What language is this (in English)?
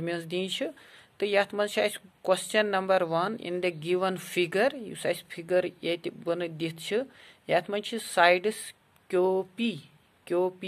Kashmiri